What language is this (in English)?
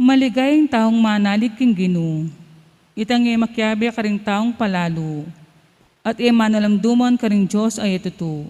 Pampanga